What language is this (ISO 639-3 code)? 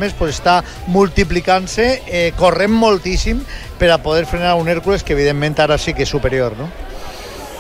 cat